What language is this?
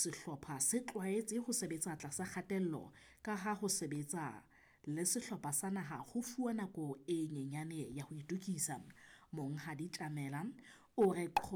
Southern Sotho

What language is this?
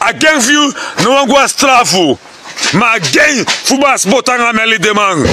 Sranan Tongo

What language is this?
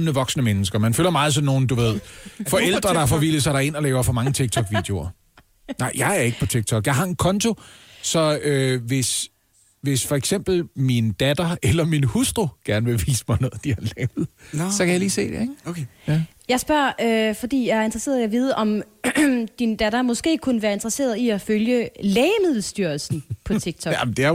Danish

